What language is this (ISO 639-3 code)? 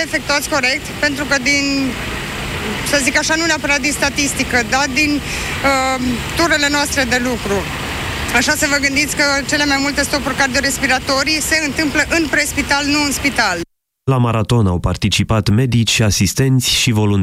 ron